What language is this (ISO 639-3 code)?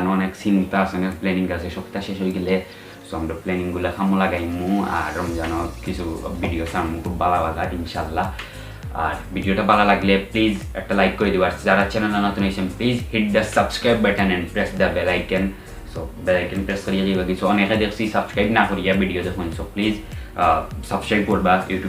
syl